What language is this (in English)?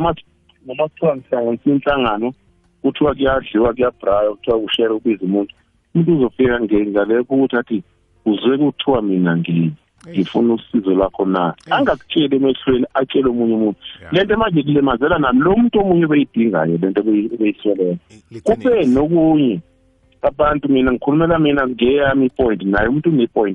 South Ndebele